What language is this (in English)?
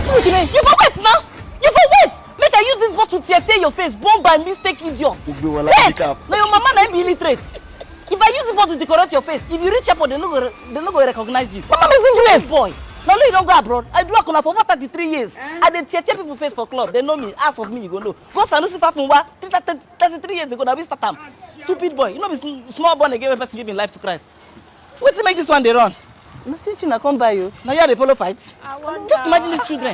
Nigerian Pidgin